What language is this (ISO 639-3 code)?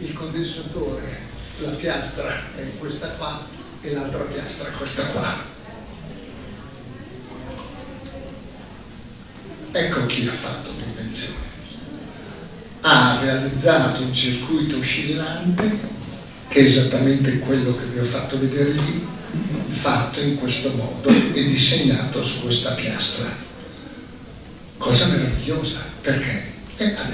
ita